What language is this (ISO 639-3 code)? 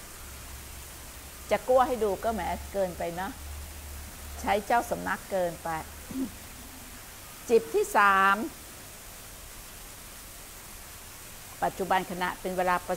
tha